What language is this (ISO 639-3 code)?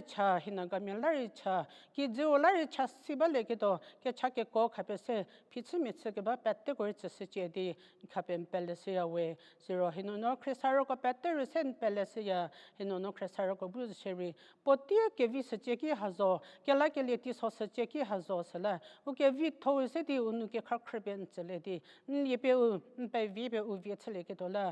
njm